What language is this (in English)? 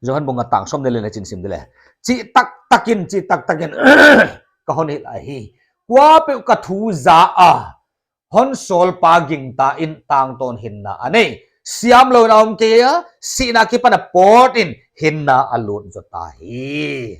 Paite Chin